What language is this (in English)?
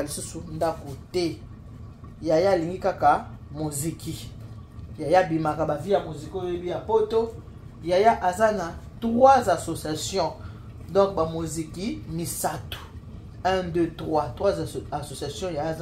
Lingala